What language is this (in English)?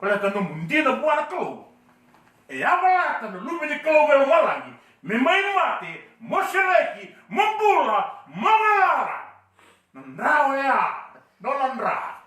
Fijian